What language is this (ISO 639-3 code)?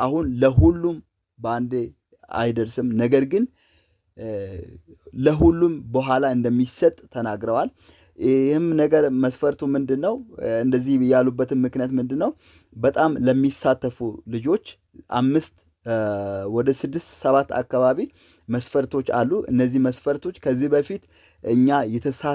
amh